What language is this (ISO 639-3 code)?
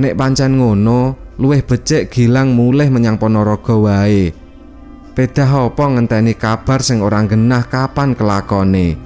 jav